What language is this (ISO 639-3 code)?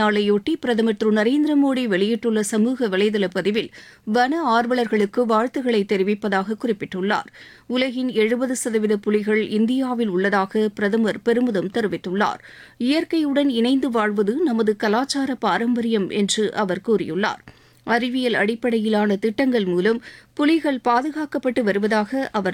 tam